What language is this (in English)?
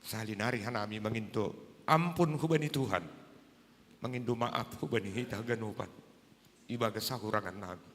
Batak Simalungun